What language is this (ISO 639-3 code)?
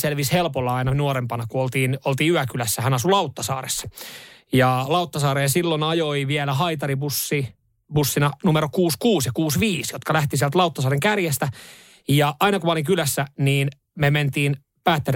fin